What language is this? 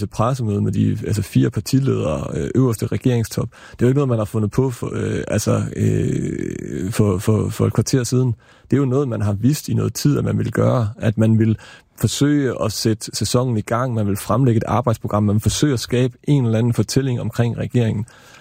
Danish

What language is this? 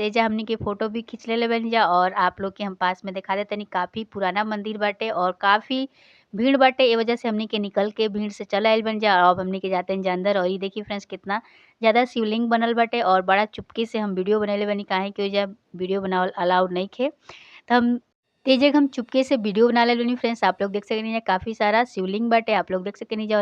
Bhojpuri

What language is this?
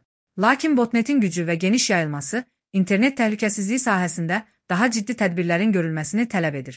Azerbaijani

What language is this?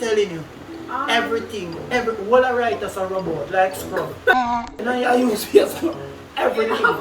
Jamaican Creole English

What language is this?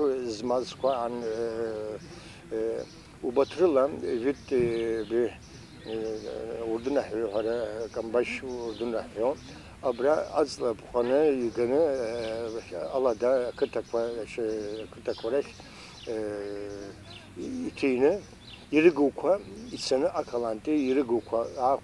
Abkhazian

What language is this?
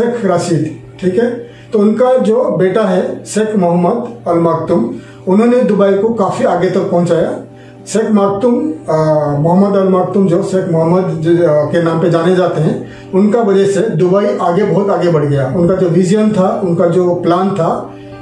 Hindi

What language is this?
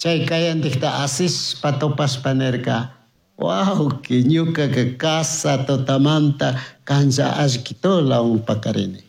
Chimborazo Highland Quichua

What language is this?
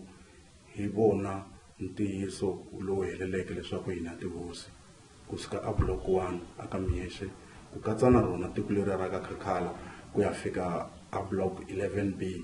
Tsonga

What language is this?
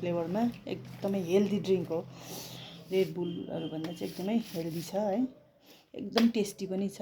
Nepali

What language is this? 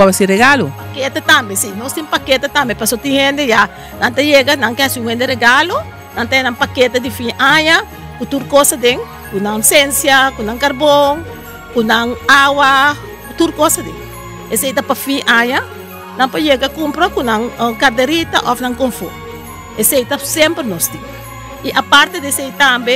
Papiamento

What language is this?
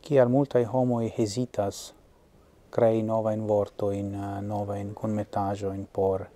Esperanto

